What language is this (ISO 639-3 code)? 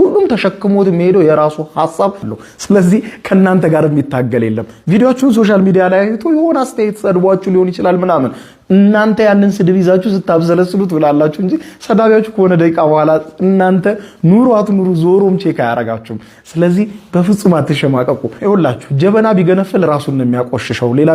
amh